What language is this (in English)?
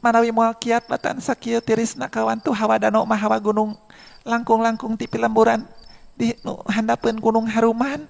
Sundanese